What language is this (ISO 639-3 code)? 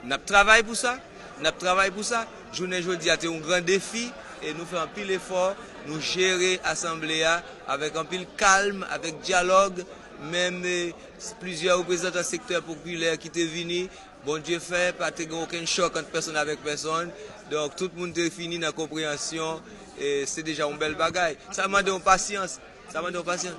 hat